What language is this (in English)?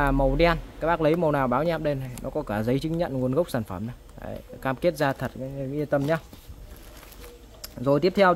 Vietnamese